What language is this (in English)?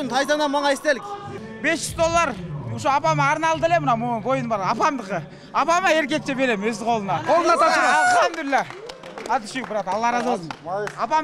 Kyrgyz